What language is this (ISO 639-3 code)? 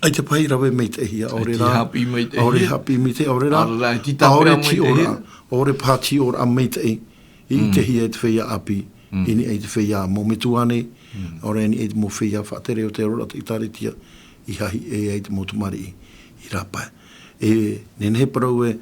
tah